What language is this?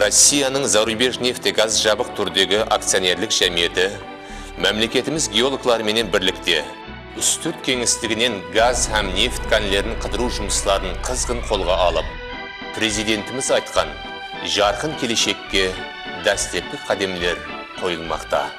Kara-Kalpak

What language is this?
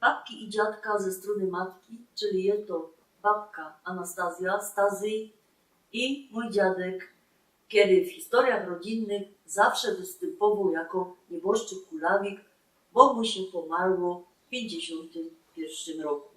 Silesian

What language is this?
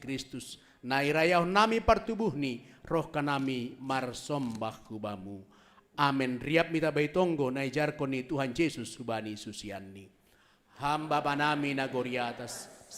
Batak Simalungun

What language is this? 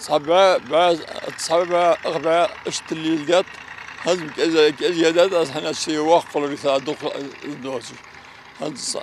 Ingush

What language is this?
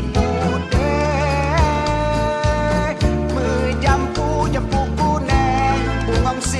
Achinese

